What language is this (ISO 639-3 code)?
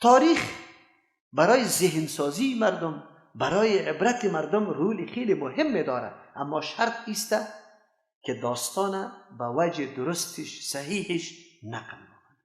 fas